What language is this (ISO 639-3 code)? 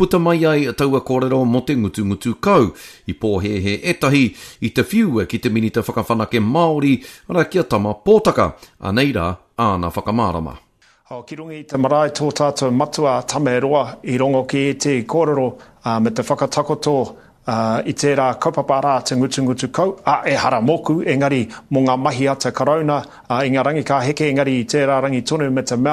mri